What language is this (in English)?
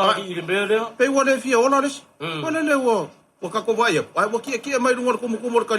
Samoan